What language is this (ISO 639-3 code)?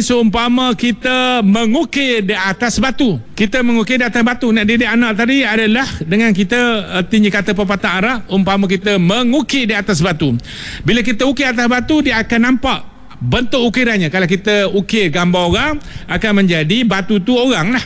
msa